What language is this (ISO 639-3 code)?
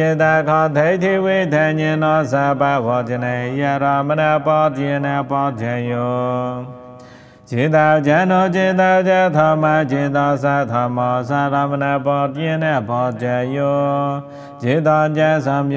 pli